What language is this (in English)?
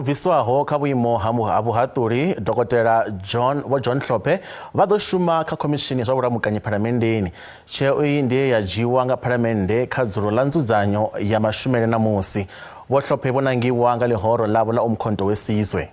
Venda